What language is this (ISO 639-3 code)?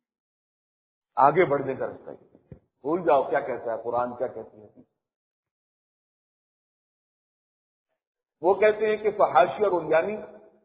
urd